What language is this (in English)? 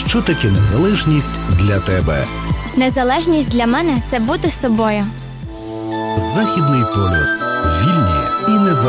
Ukrainian